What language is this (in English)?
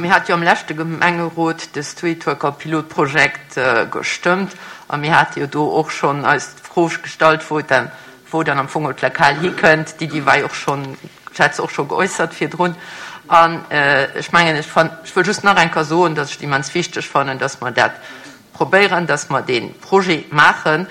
Luxembourgish